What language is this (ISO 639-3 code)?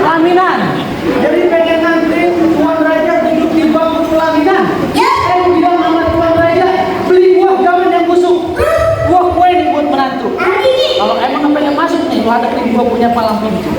bew